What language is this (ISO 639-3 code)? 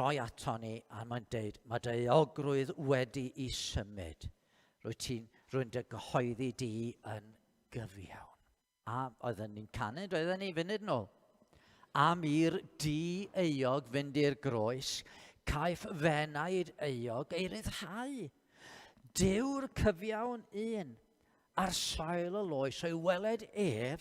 cym